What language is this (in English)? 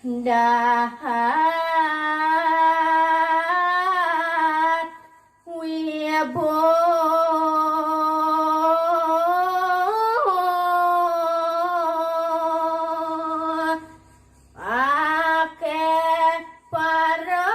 Balinese